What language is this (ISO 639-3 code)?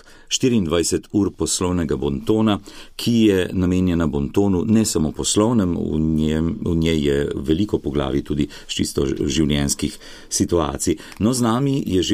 slv